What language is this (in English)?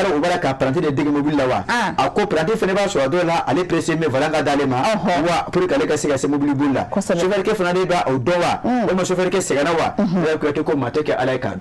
Bambara